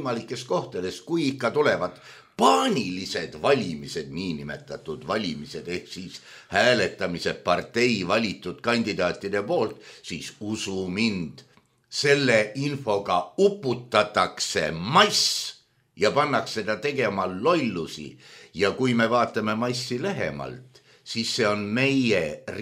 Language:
Estonian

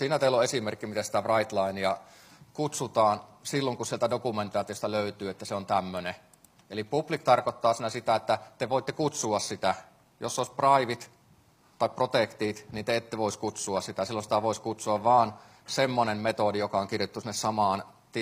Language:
Finnish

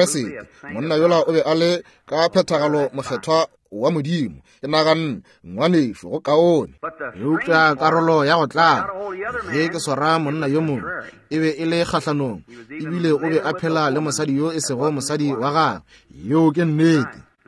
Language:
Northern Sotho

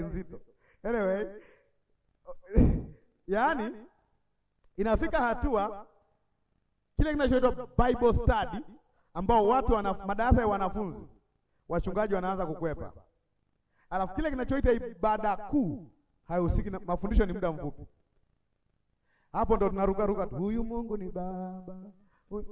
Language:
Swahili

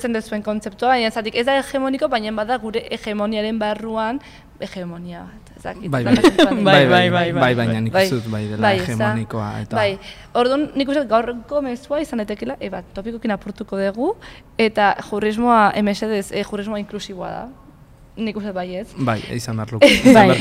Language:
Basque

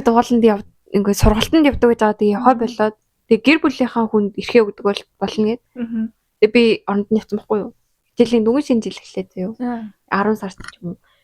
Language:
Mongolian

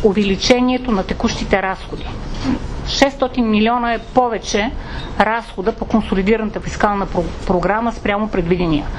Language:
Bulgarian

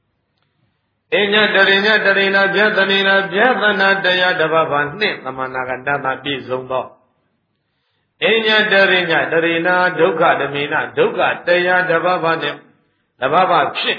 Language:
Burmese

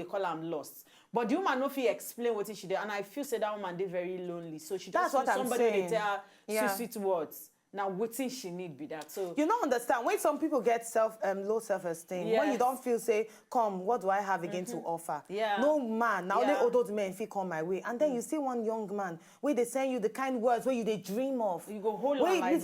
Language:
Nigerian Pidgin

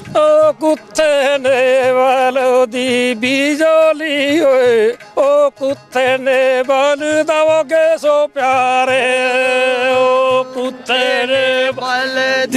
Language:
Dogri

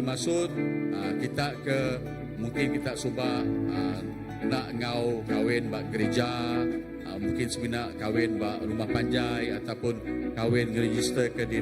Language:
Iban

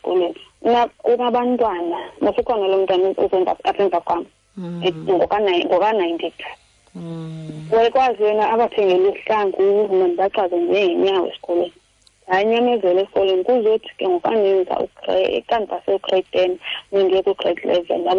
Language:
Xhosa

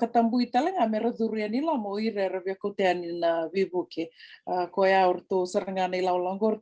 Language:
Fijian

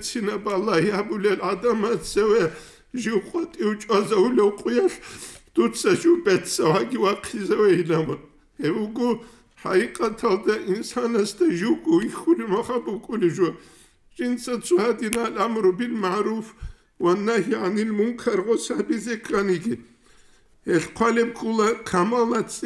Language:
Avaric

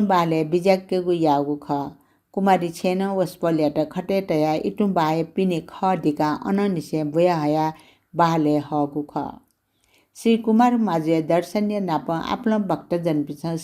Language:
Newari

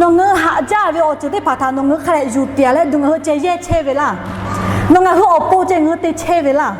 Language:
Lahu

